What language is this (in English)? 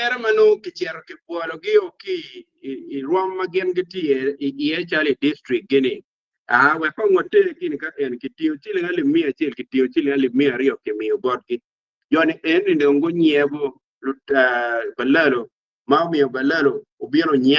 Acoli